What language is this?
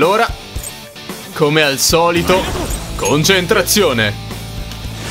Italian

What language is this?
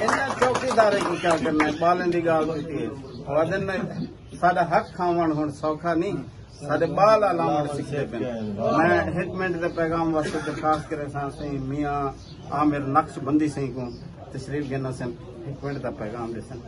Saraiki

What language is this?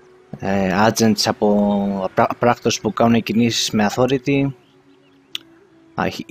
Greek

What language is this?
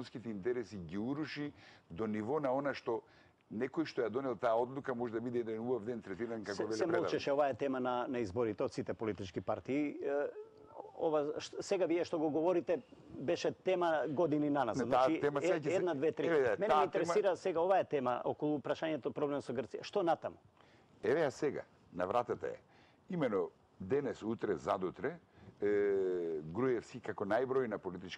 Macedonian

